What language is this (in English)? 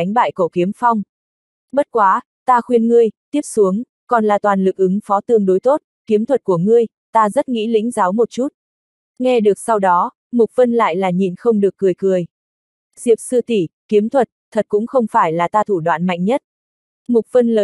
Vietnamese